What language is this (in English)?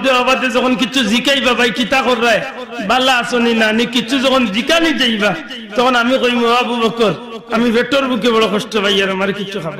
Sylheti